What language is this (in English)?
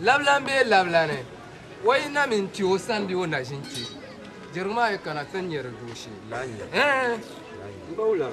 Dagbani